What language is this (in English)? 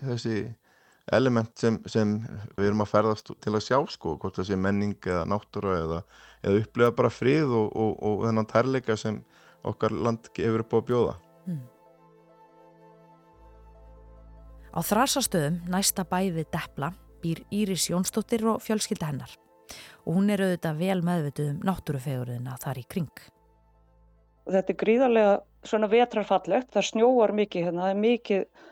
Icelandic